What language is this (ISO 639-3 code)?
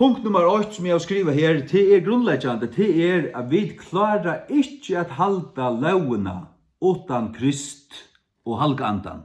fao